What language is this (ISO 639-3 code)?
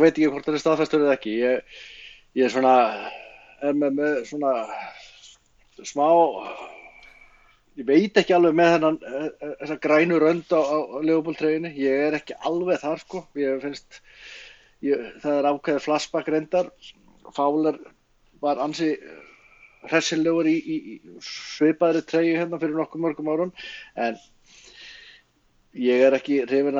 isl